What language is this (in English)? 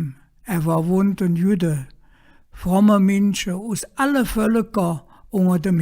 Colognian